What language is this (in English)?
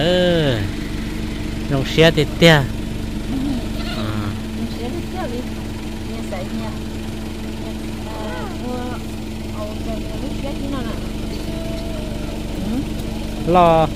Vietnamese